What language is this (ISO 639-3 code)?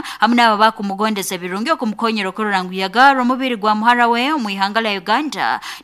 nyn